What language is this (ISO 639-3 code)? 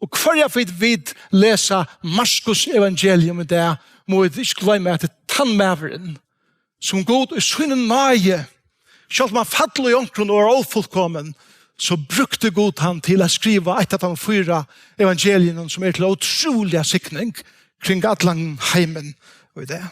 fao